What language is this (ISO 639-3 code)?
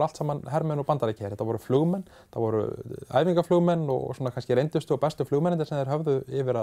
isl